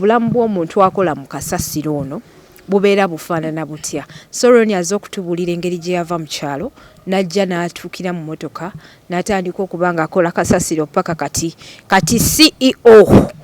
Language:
Ganda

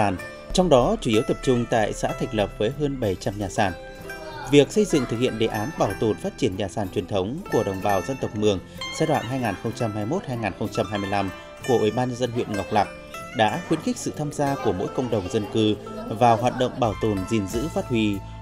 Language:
Vietnamese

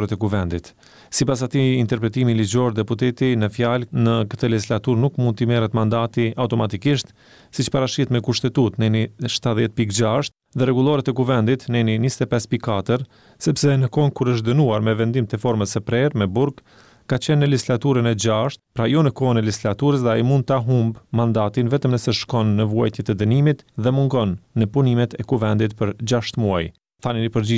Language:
Albanian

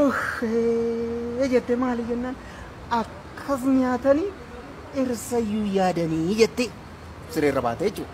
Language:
Oromo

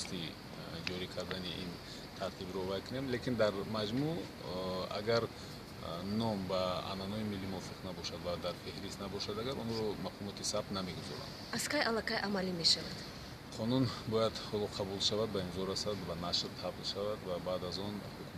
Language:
Tajik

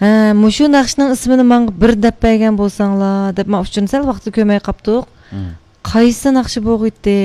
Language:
Uyghur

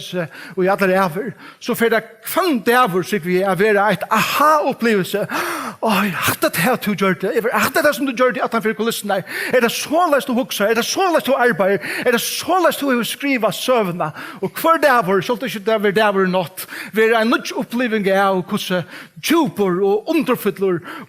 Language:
Faroese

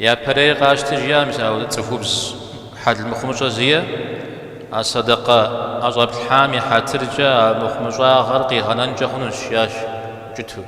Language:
Kabardian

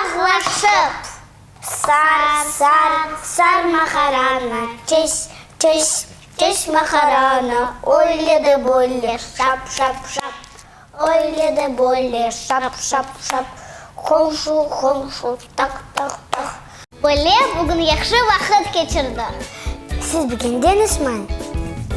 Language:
Crimean Tatar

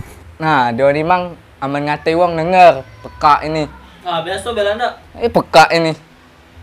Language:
Musi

